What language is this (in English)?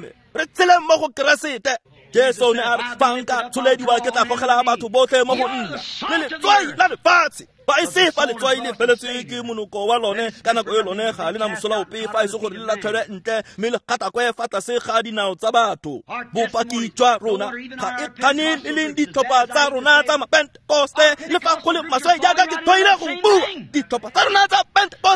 Tswana